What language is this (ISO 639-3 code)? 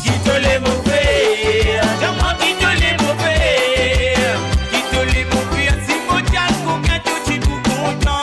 mfe